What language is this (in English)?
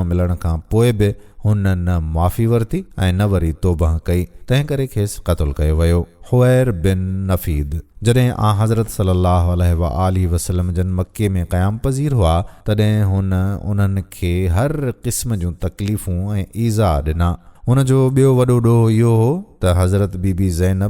Sindhi